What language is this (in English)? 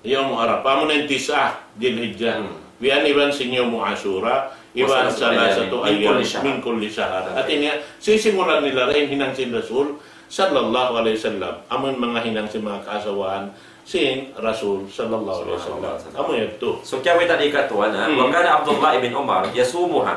Tausug